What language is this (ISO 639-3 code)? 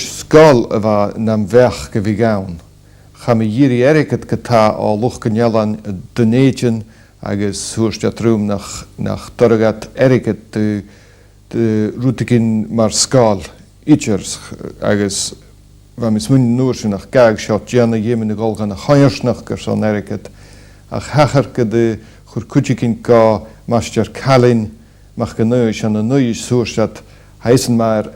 gla